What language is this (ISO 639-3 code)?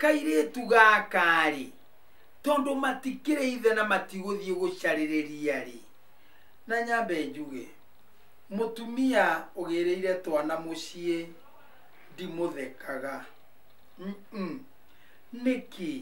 kik